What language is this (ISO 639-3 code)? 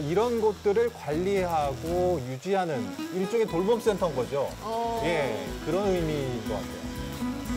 kor